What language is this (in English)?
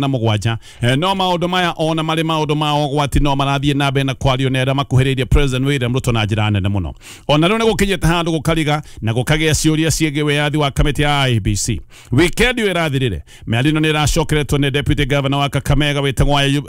Kikuyu